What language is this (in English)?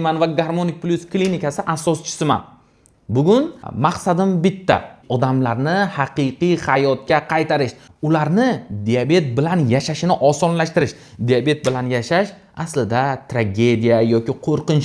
Uzbek